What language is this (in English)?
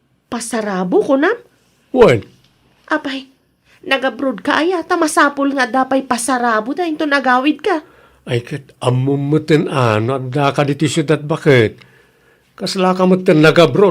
Iloko